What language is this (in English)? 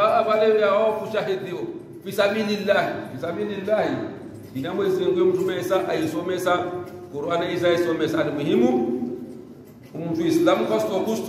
Swahili